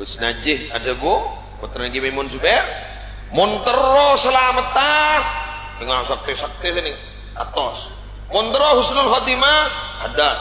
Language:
Madurese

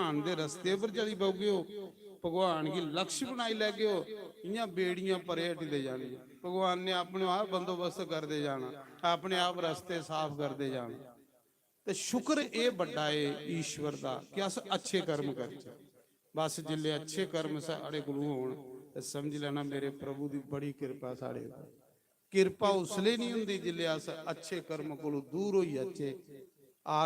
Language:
Dogri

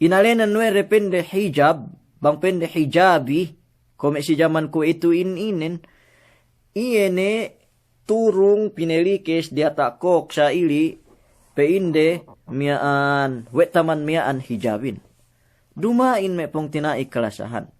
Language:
Yakan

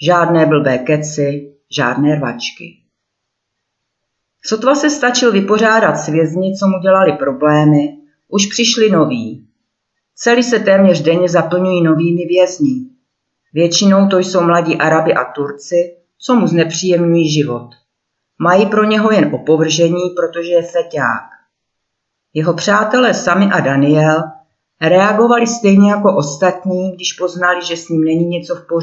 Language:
Czech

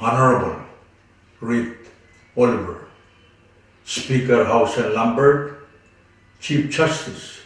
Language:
Pohnpeian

